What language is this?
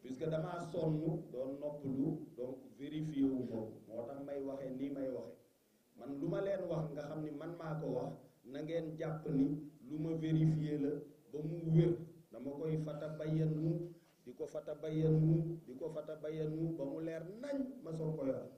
Wolof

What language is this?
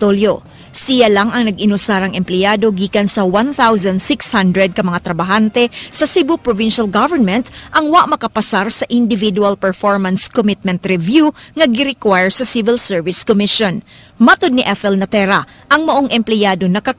Cebuano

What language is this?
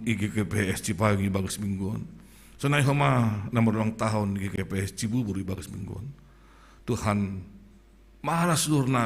Batak Simalungun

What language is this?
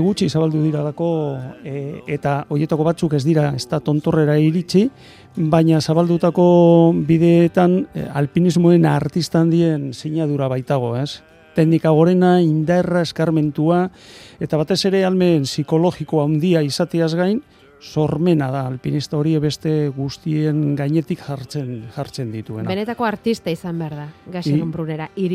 Basque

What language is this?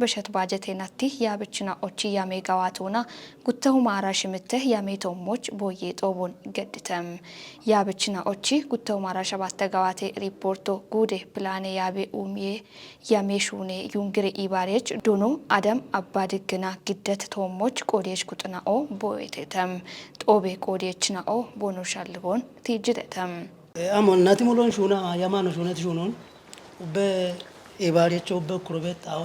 Kafa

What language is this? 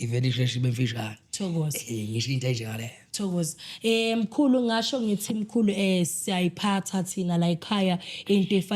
Zulu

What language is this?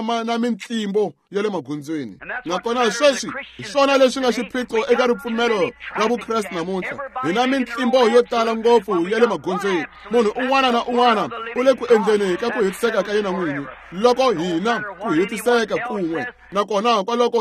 Tsonga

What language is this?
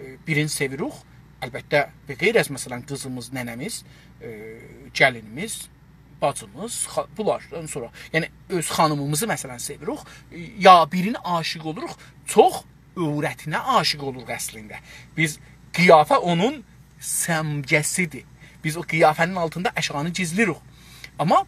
South Azerbaijani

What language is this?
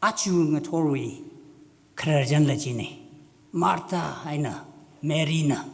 Tangkhul Naga (India)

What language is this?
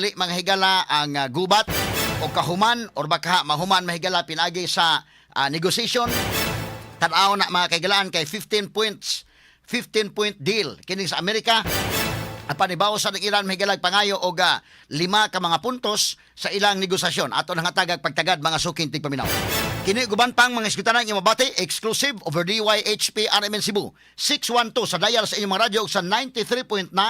Cebuano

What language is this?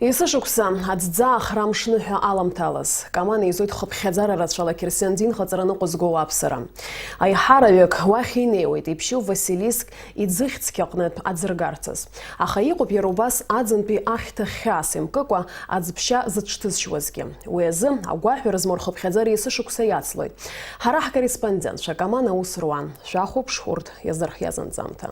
Abkhazian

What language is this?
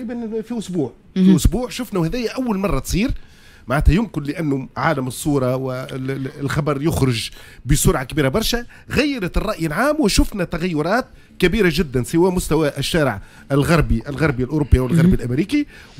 Tunisian Arabic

